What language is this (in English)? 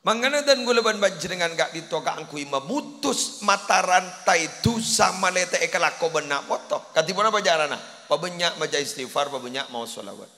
Madurese